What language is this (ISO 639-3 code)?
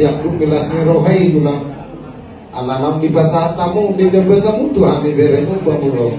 bbc